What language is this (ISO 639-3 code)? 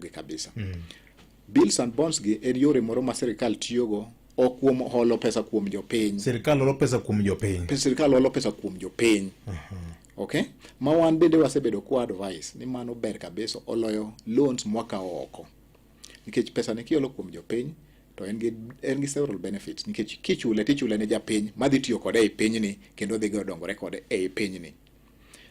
luo